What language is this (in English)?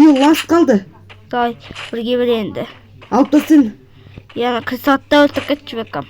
Kazakh